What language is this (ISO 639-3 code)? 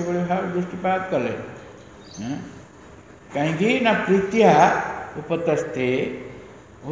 ori